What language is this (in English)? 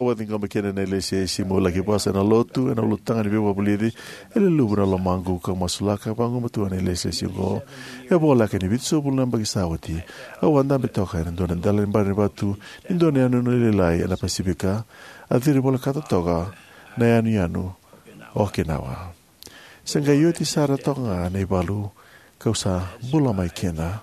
Fijian